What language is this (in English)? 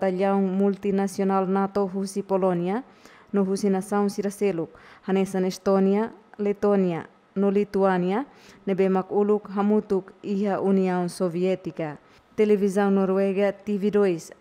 Tetum